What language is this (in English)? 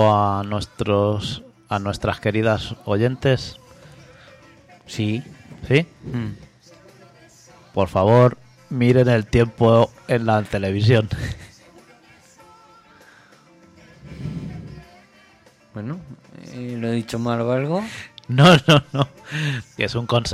Spanish